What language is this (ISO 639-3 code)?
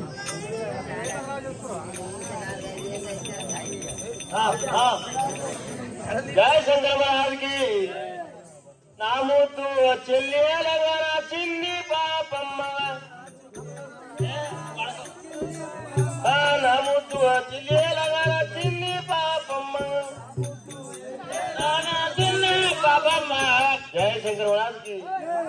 tel